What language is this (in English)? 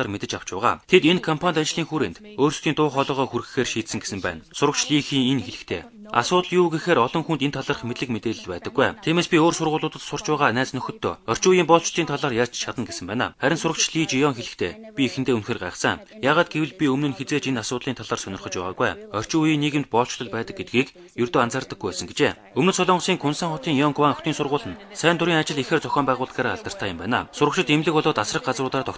Mongolian